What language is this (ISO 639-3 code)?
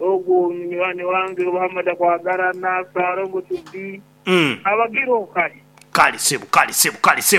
nyn